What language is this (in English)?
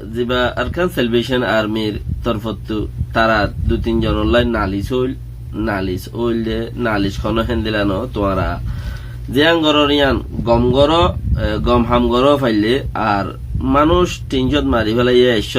Rohingya